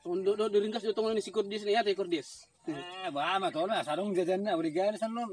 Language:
Batak Toba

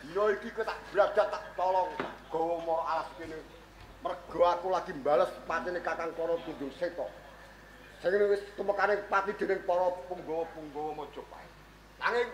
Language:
Javanese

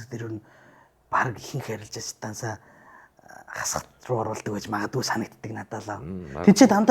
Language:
Mongolian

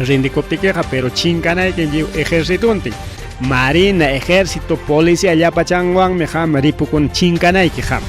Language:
Ayacucho Quechua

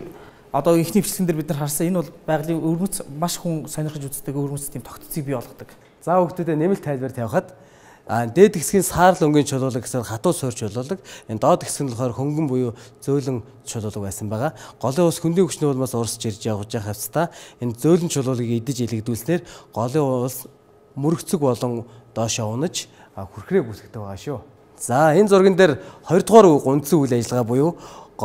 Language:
Mongolian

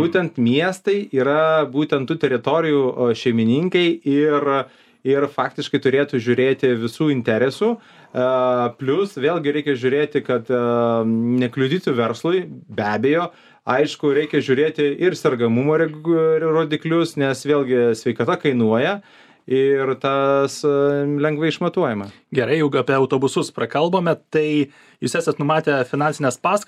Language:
Lithuanian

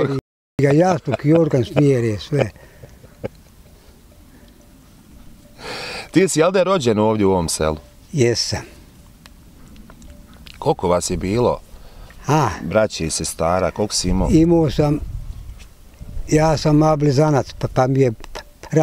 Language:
Bosnian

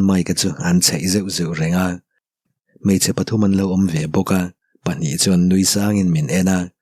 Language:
Mizo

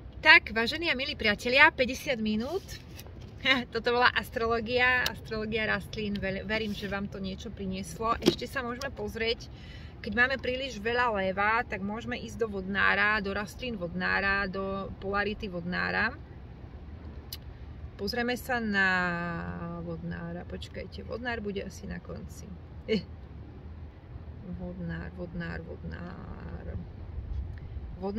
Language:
Slovak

